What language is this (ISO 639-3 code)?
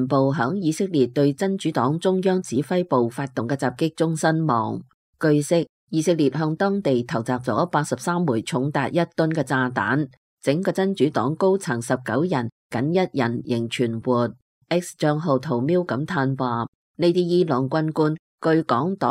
yue